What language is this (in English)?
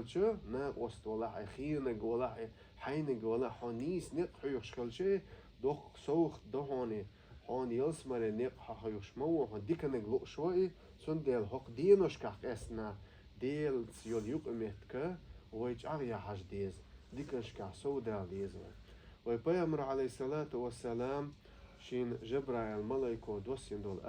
Chechen